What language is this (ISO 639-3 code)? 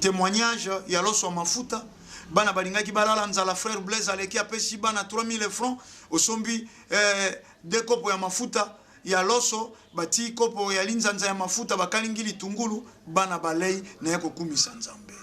lin